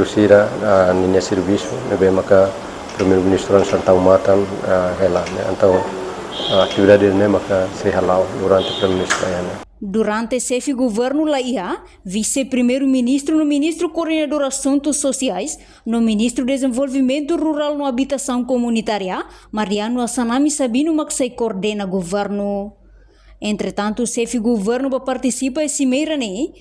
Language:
Tetum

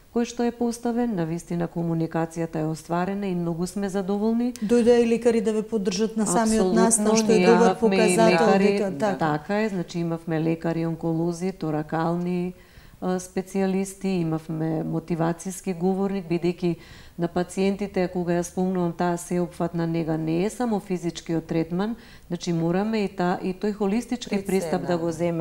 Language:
Macedonian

